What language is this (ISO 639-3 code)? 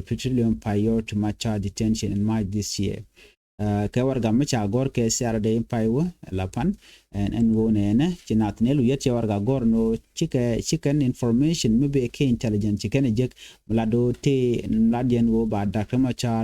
nus